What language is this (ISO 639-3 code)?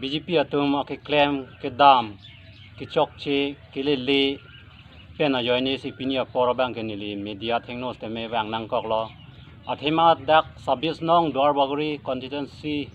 mjw